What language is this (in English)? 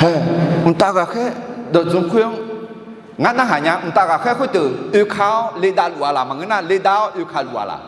Akha